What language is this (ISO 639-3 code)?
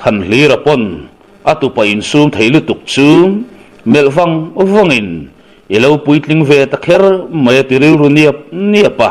lus